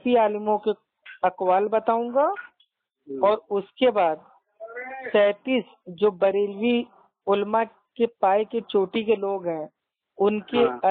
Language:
Urdu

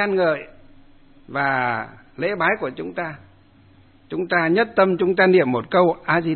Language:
Vietnamese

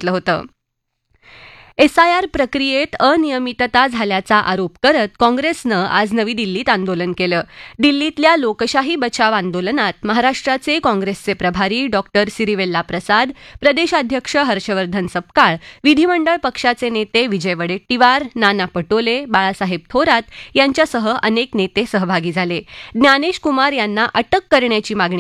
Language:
Marathi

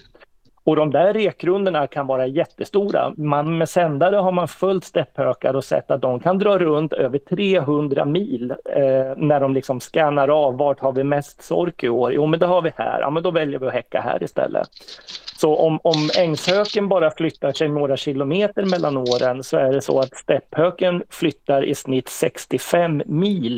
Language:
Swedish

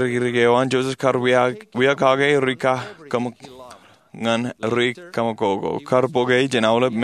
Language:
Marshallese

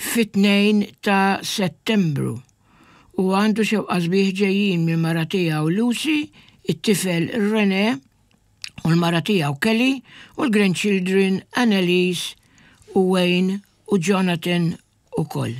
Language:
Maltese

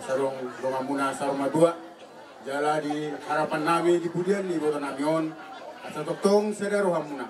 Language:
Batak Toba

